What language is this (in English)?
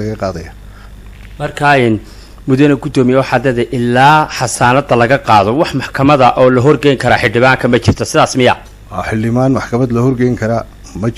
Somali